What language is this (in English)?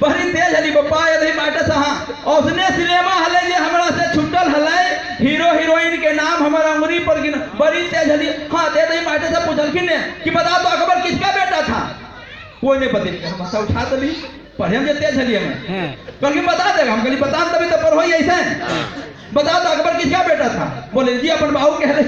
Magahi